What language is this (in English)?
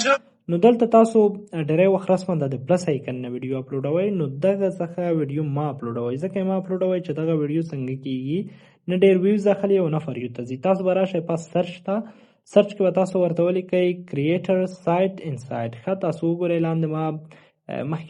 Pashto